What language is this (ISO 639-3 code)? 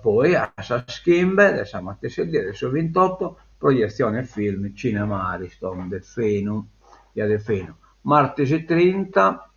srd